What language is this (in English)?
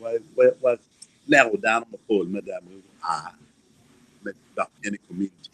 Acoli